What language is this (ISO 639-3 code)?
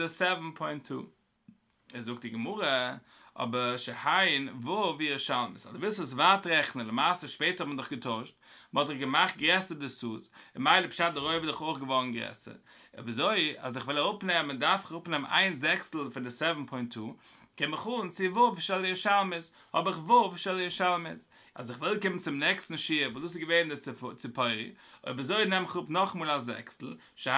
yid